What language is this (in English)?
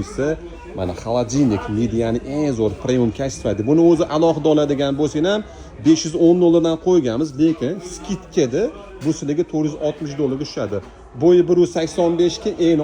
Uzbek